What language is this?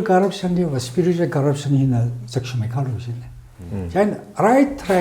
Tangkhul Naga (India)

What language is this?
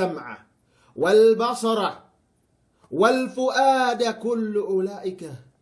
Yakan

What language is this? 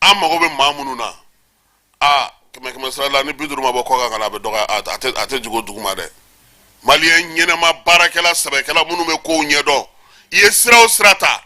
Bambara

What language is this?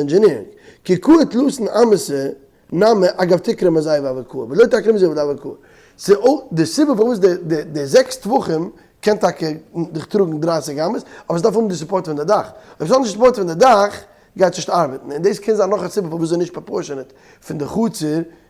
Yiddish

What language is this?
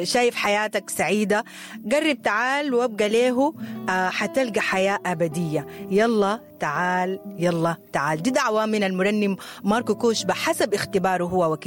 Sudanese Arabic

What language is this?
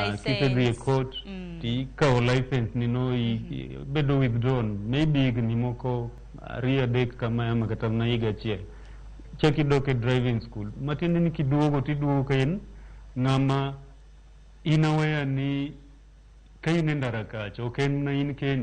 Luo (Kenya and Tanzania)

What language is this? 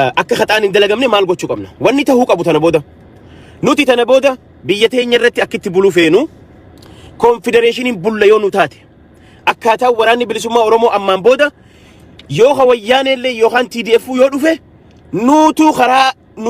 Oromo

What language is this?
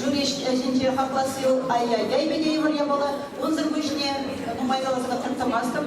Chuvash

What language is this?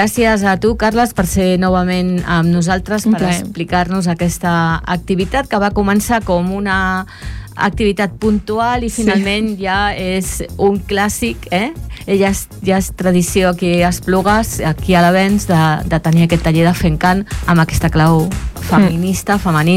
Catalan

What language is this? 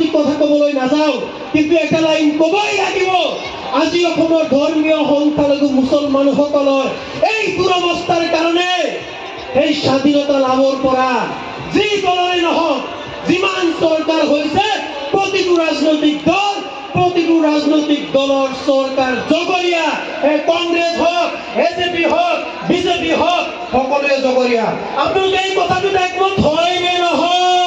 Assamese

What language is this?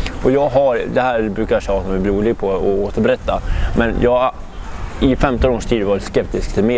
Swedish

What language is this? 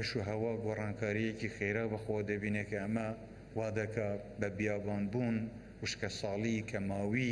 Central Kurdish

